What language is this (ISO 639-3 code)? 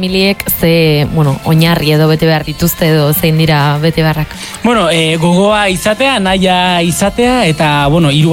eus